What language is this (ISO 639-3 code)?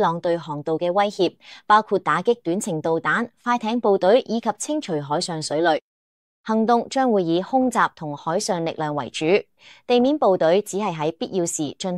yue